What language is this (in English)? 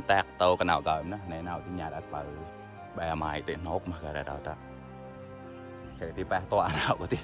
Mon